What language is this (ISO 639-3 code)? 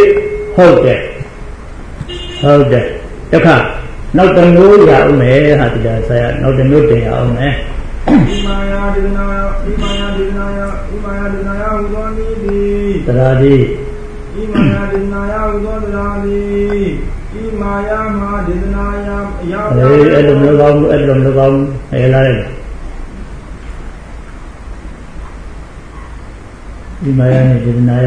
mya